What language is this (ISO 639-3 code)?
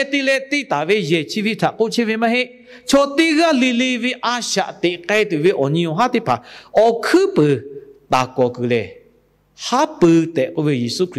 lhu